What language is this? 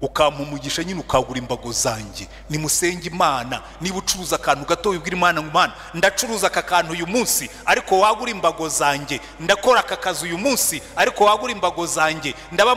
Kinyarwanda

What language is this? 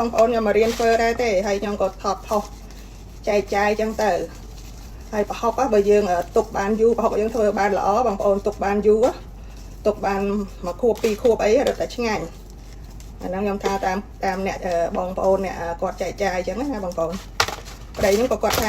Khmer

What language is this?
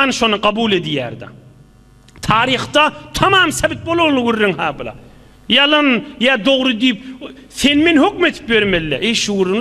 Turkmen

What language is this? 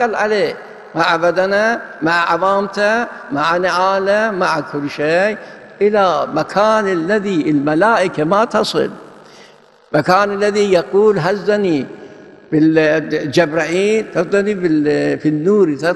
Arabic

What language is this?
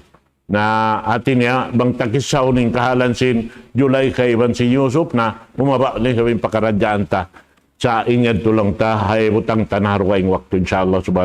Tausug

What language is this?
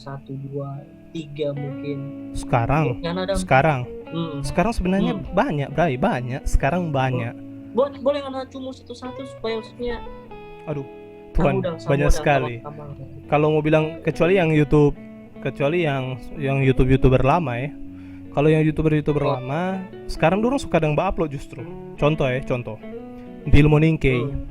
Manado Malay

